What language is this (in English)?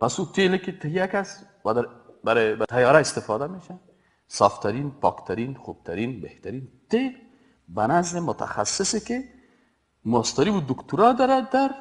Persian